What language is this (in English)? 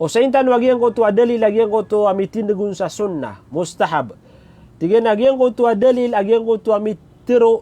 Maranao